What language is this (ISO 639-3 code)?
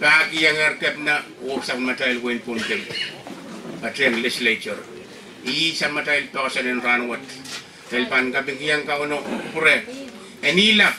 pon